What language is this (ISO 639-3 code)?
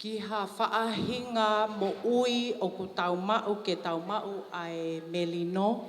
ton